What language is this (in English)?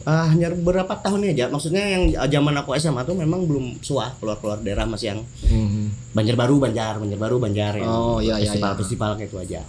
Banjar